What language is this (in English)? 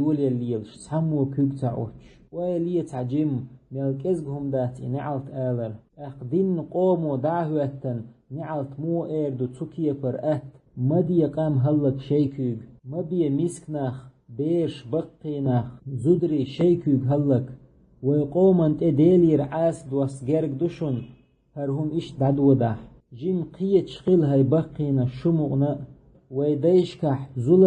Chechen